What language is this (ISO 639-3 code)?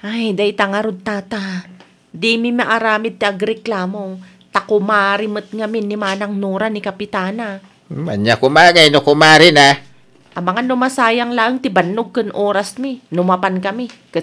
ilo